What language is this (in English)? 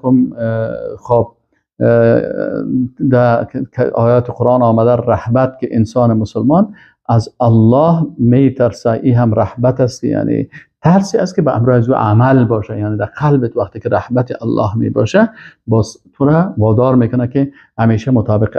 Persian